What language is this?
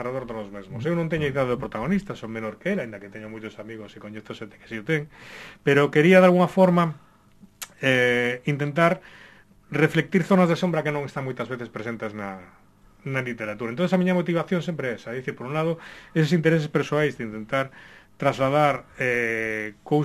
Galician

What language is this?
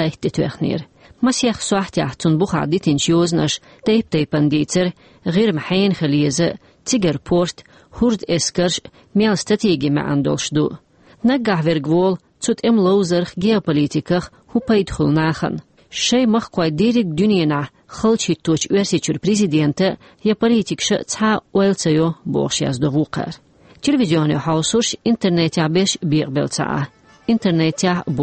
Chechen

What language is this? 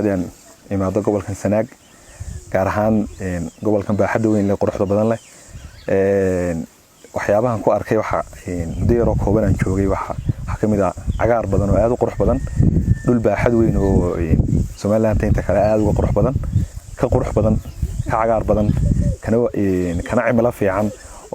Somali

